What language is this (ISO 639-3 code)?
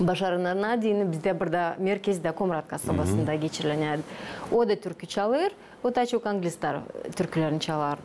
gag